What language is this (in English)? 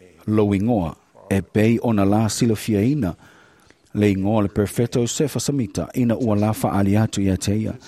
Samoan